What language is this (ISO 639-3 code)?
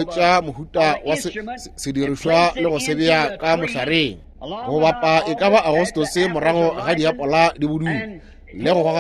nso